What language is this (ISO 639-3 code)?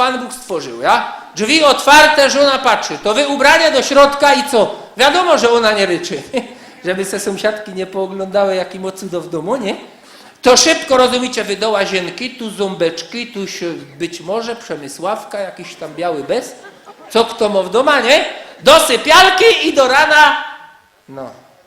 szl